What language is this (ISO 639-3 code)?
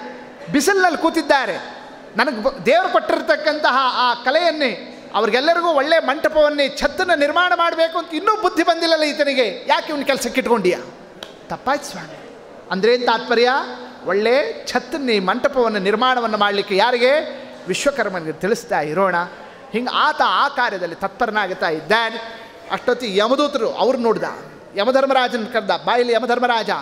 kan